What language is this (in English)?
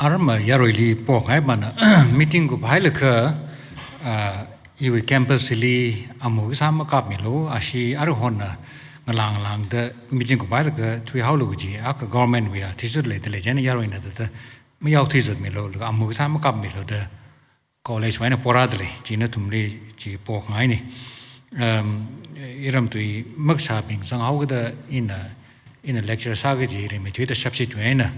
Tangkhul Naga (India)